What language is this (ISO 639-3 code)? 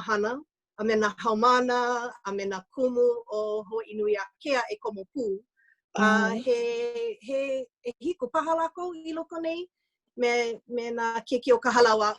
haw